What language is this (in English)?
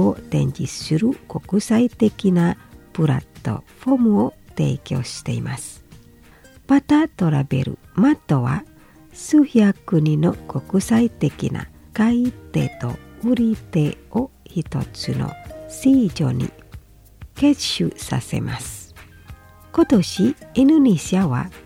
Japanese